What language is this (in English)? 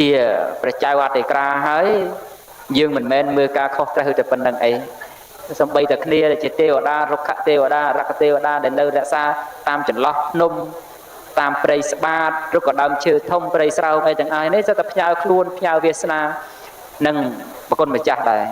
Khmer